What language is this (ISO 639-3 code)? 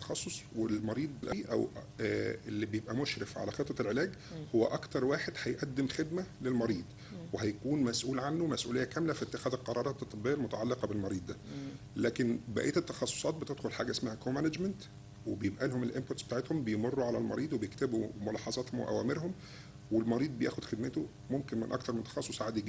arz